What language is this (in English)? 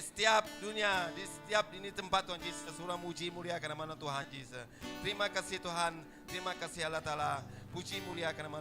Iban